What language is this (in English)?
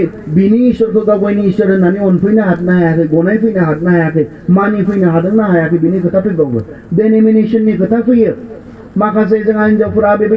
Bodo